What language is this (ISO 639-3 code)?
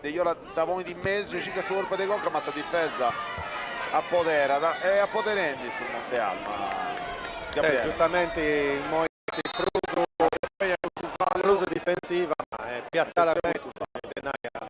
srd